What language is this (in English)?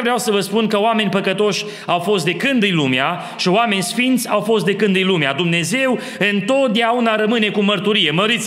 Romanian